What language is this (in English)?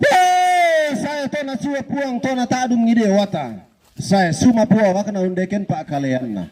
Toraja-Sa'dan